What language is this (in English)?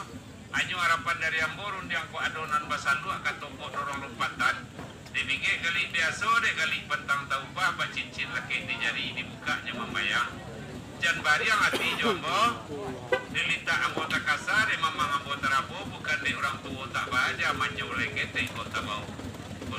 Minangkabau